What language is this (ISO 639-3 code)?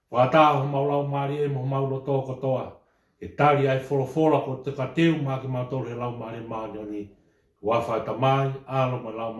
ton